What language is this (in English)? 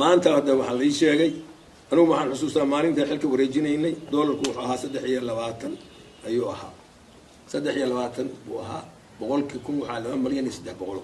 Somali